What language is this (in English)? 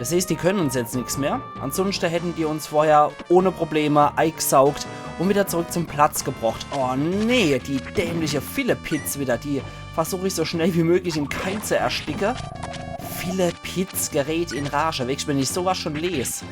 Palatine German